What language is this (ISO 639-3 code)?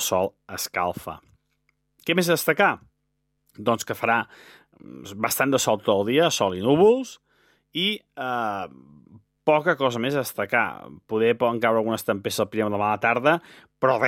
cat